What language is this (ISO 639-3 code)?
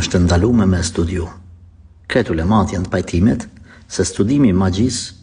sqi